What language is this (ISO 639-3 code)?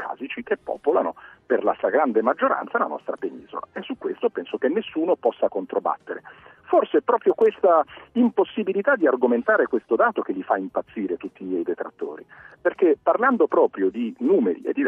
ita